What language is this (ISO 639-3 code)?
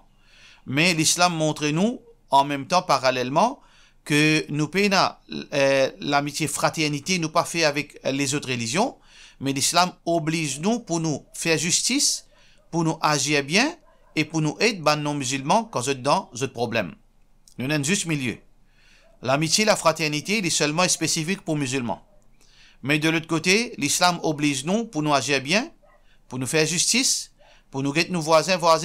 mfe